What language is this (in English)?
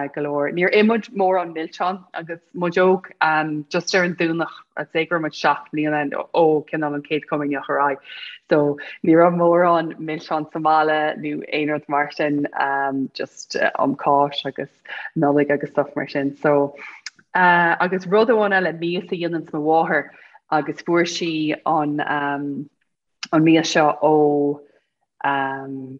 Irish